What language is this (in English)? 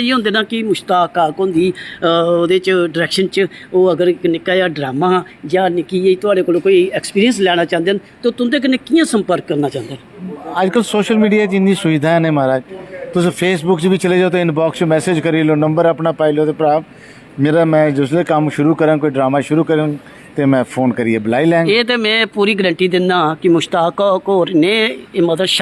Dogri